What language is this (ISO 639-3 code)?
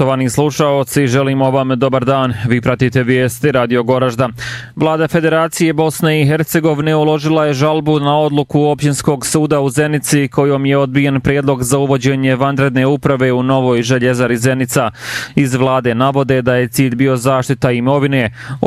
bos